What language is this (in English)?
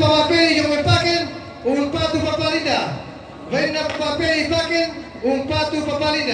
Toraja-Sa'dan